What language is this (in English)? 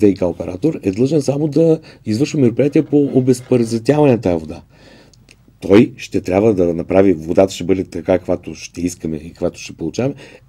Bulgarian